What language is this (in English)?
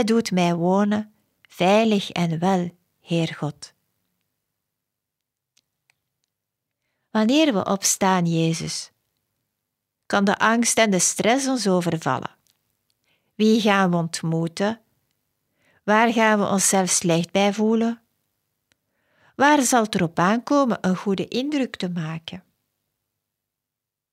Dutch